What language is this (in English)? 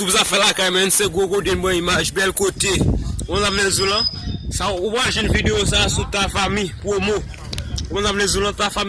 Haitian Creole